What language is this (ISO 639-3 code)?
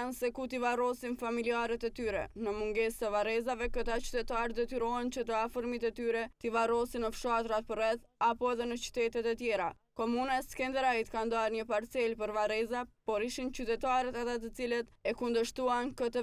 sqi